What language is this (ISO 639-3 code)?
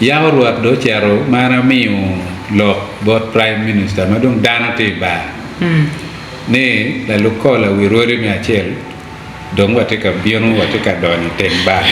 ach